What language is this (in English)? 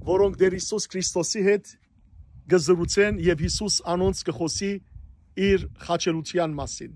Western Armenian